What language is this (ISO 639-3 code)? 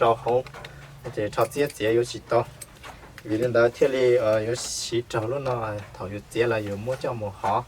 hmn